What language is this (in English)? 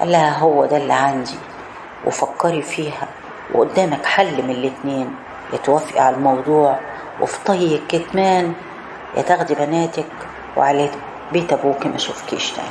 Egyptian Arabic